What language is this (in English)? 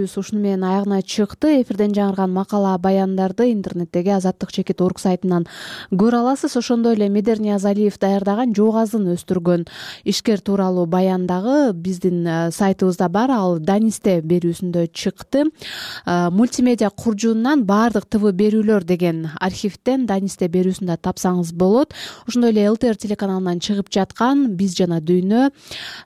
Kyrgyz